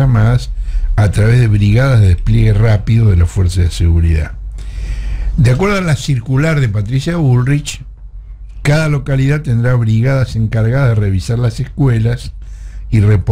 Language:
Spanish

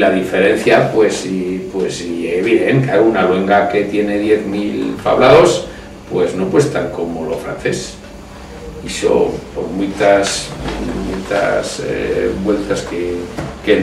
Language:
Aragonese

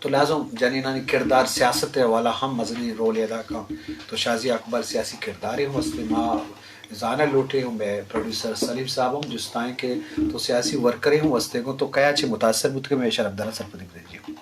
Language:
Eastern Balochi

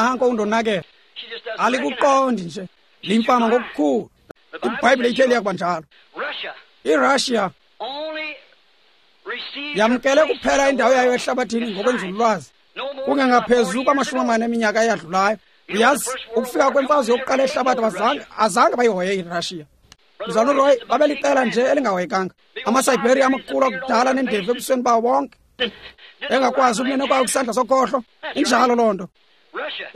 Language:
Xhosa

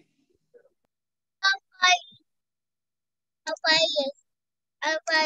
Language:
Indonesian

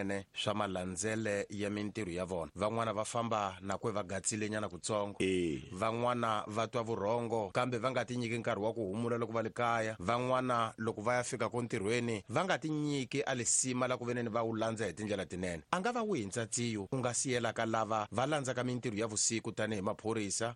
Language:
Tsonga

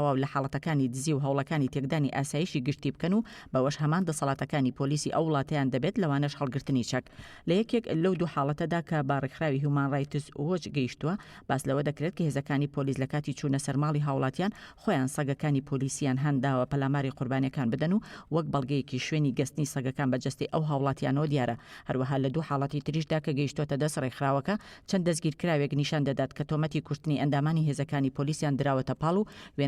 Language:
Central Kurdish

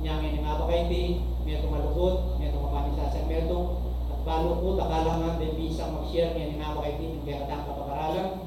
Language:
Pampanga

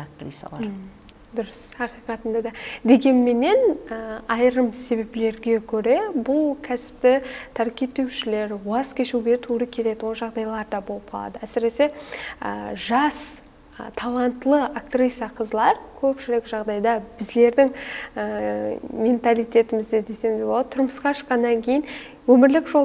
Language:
Kara-Kalpak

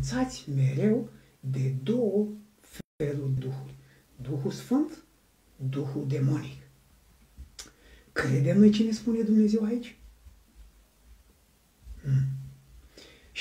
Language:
Romanian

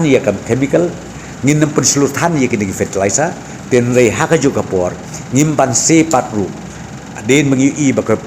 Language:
Khasi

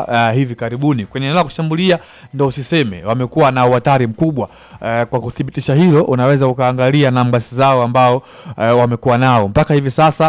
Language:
Swahili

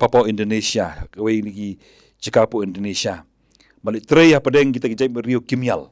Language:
Khasi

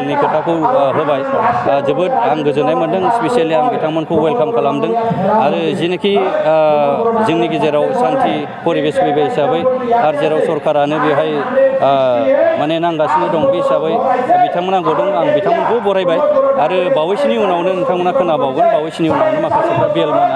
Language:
Bodo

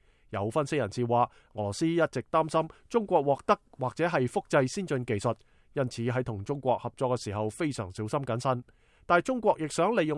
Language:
Cantonese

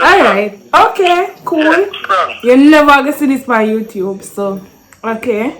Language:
Jamaican Creole English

